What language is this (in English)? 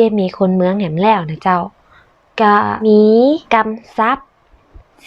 Northern Thai